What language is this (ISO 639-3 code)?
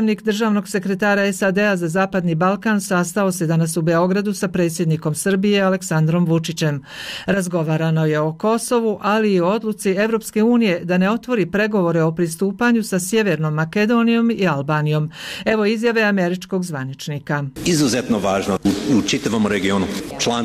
bos